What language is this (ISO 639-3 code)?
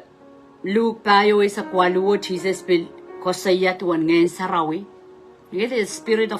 pon